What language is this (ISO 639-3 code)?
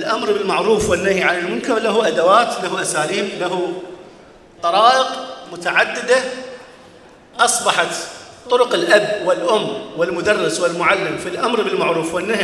ara